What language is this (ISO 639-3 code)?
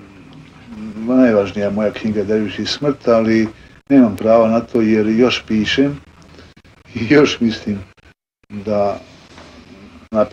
bos